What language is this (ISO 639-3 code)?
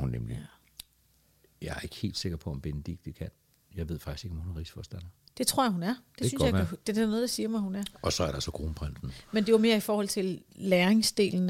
dan